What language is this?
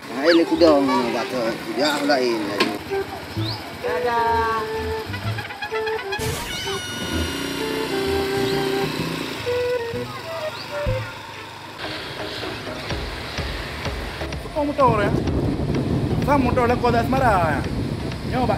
Achinese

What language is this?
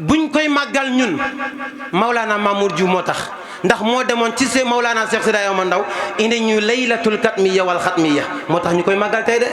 Wolof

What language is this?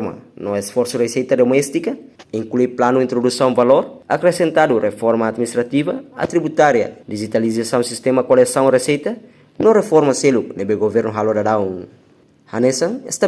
Tetum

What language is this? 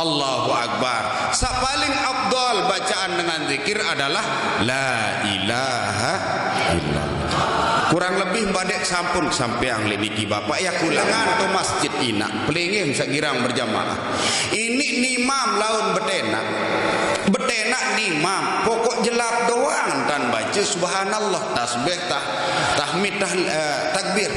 Sasak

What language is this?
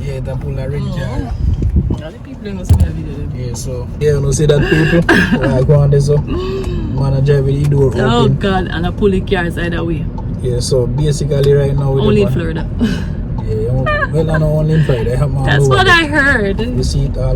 Jamaican Creole English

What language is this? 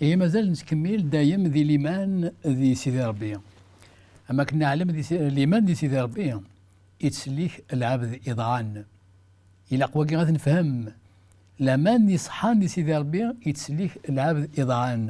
Kabyle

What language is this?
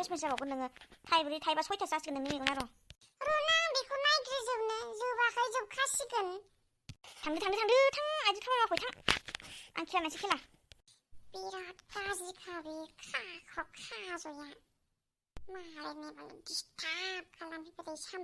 Bodo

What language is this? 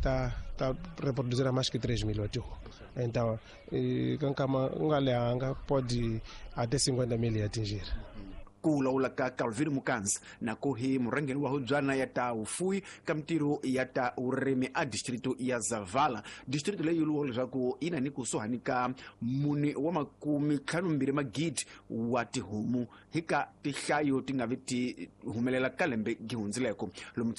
Tsonga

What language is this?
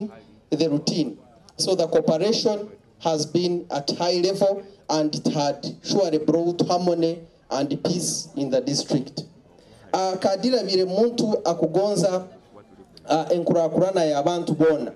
Nyoro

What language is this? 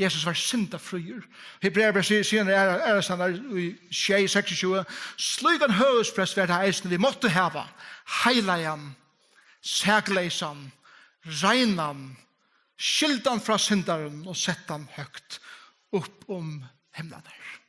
Faroese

